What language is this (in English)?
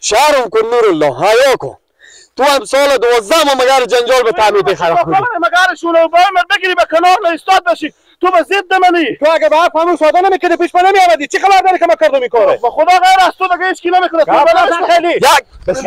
Persian